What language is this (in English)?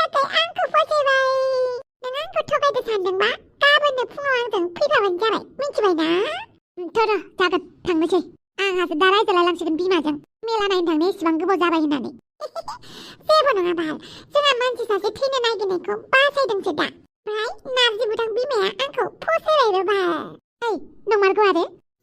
Bodo